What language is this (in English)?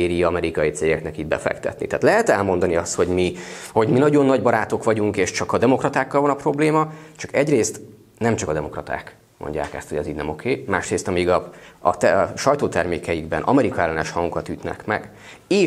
Hungarian